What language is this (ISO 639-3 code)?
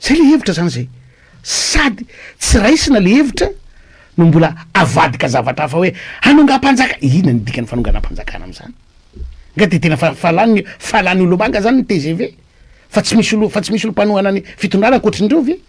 mlg